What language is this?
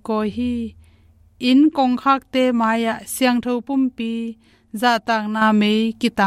Tedim Chin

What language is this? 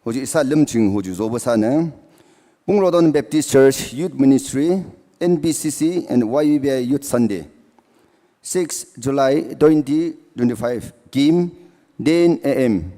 Naga Pidgin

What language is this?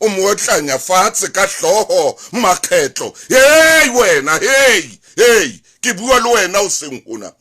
Southern Sotho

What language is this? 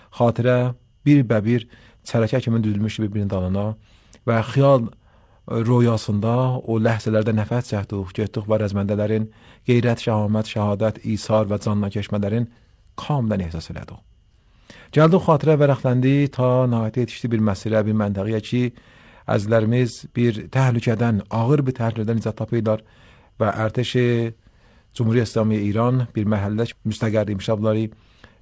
Azerbaijani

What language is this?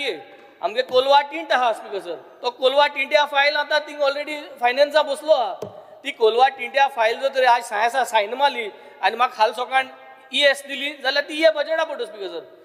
Konkani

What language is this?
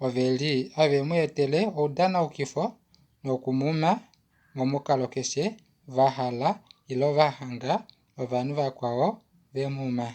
Kuanyama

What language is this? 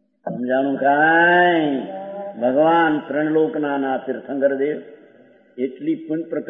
Gujarati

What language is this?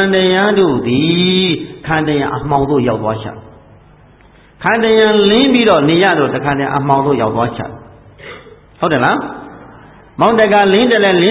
Burmese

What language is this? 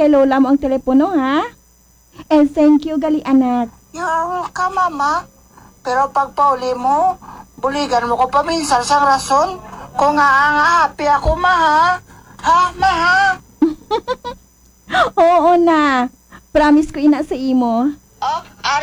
Hiligaynon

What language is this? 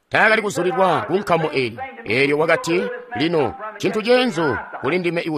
Tonga (Zambia)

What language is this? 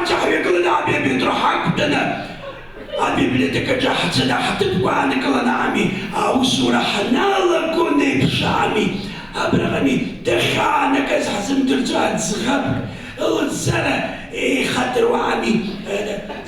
Abkhazian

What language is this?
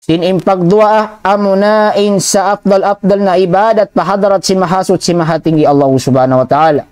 Tausug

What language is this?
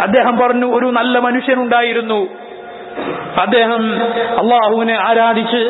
Malayalam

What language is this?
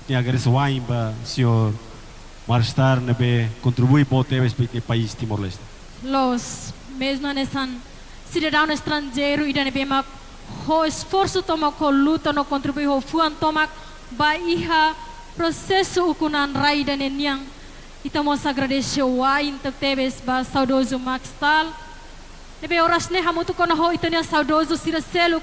Tetum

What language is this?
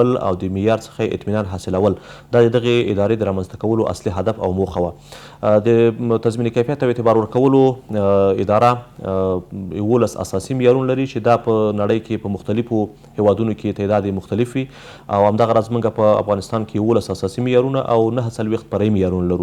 Pashto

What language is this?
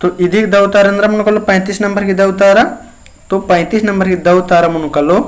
Kurukh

